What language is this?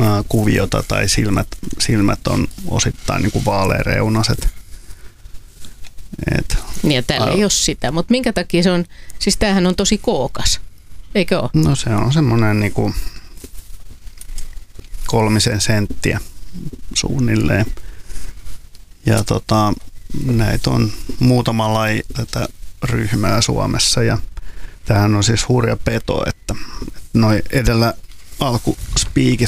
Finnish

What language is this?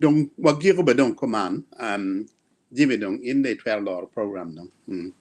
Acoli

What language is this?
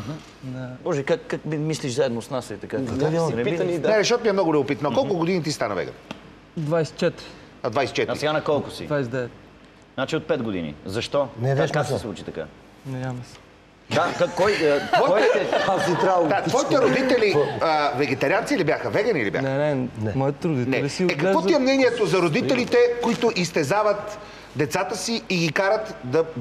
Bulgarian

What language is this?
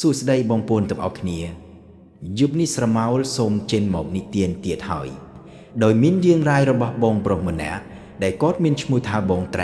Khmer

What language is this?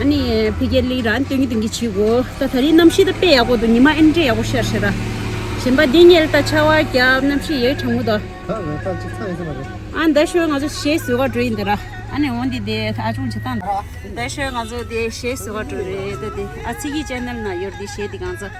Tibetan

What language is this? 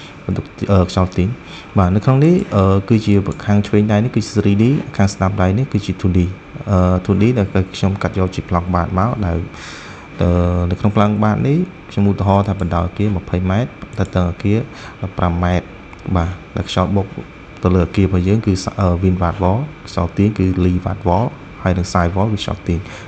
Khmer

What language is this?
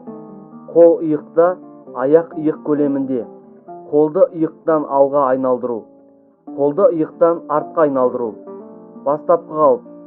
Kazakh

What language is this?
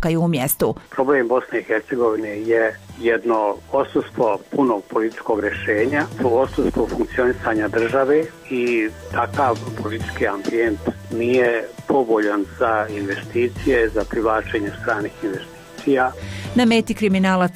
Croatian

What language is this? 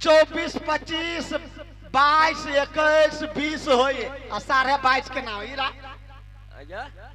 Maithili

